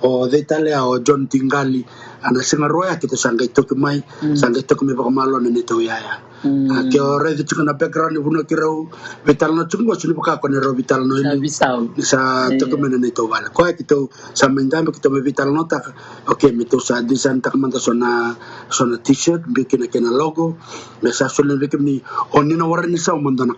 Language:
Fijian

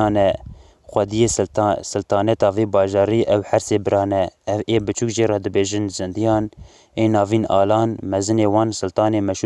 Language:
Kurdish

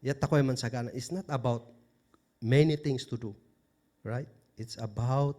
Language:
Kankanaey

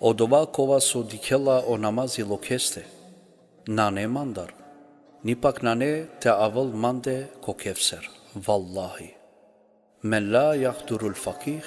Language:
Balkan Romani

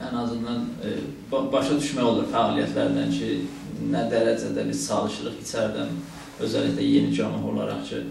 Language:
South Azerbaijani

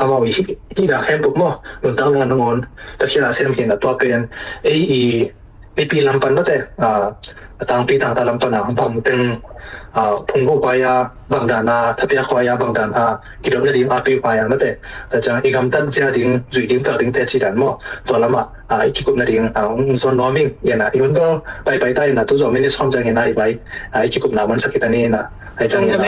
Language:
Tedim Chin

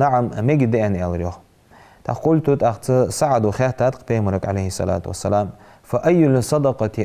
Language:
Ingush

